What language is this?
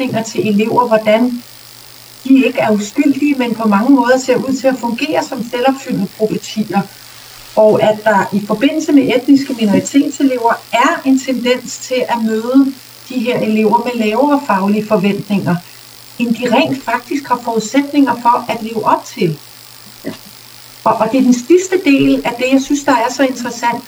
Danish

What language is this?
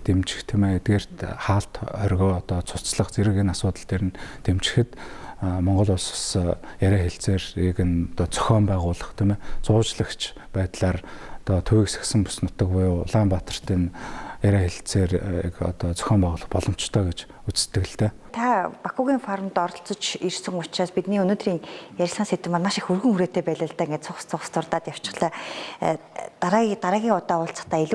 Mongolian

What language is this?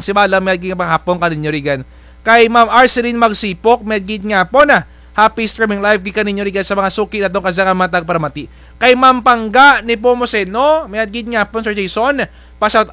Kinaray-a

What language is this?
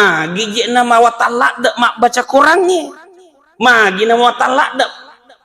Buginese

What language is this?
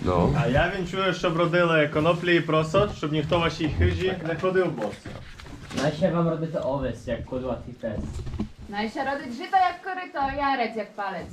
Rusyn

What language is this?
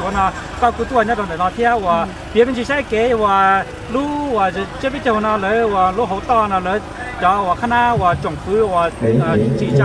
Hmong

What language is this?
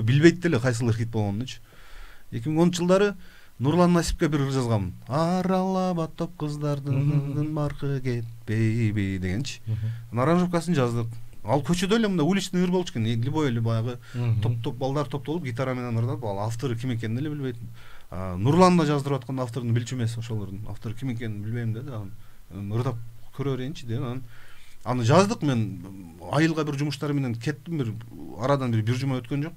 Kyrgyz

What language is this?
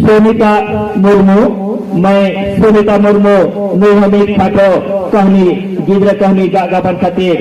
Santali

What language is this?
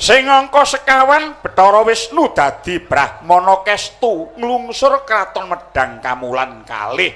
Javanese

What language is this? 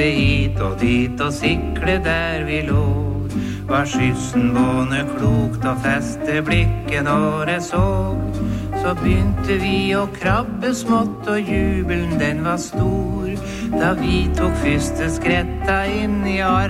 Norwegian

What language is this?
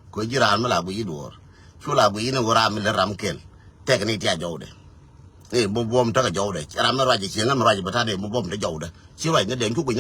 Nuer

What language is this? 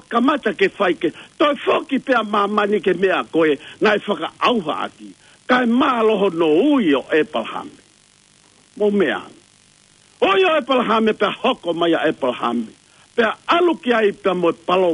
Tongan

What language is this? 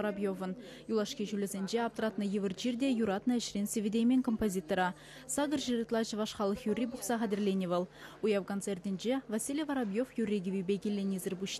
Chuvash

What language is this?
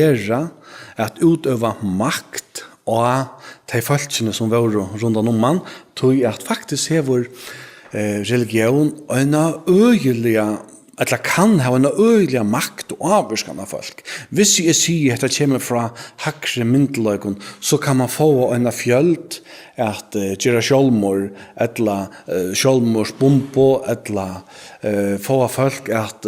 Faroese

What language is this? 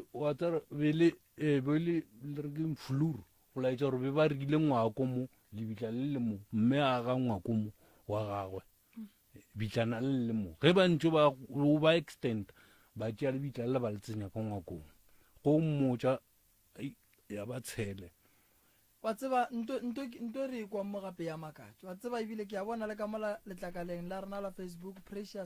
Northern Sotho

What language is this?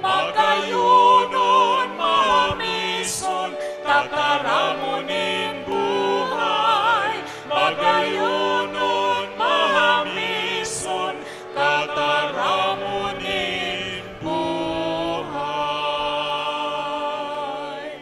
Bikol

